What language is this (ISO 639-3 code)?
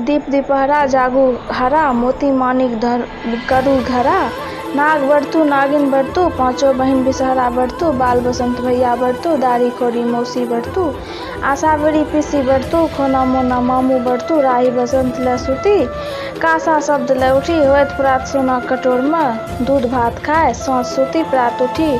mai